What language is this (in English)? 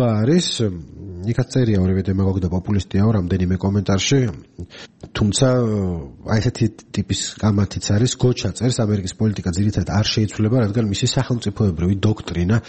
Georgian